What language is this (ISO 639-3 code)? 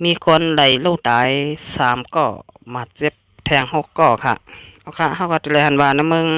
shn